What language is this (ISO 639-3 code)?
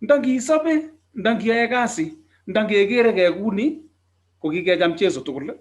kln